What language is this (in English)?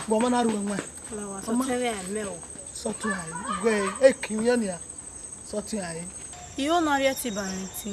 Bini